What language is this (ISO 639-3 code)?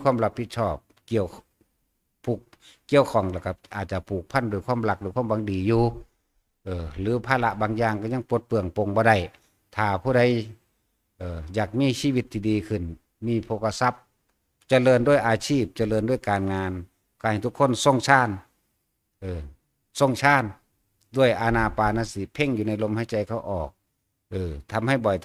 tts